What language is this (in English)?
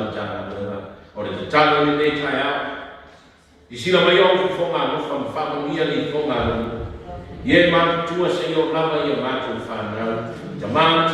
Samoan